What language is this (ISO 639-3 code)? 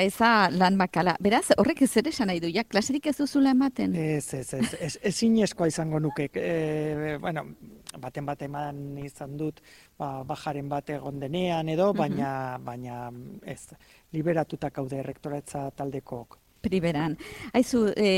eus